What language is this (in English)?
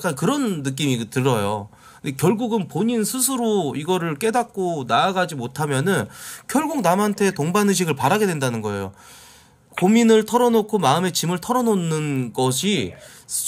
Korean